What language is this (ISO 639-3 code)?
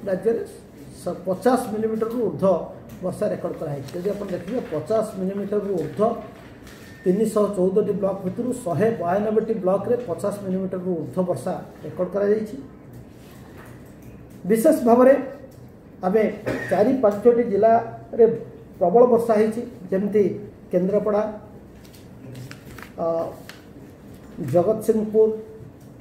ori